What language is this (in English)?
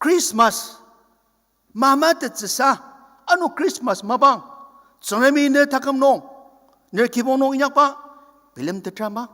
Ao Naga